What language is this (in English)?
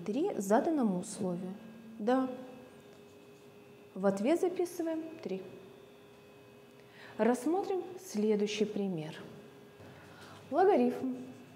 Russian